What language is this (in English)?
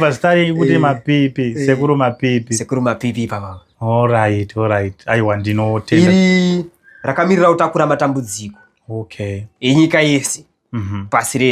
Shona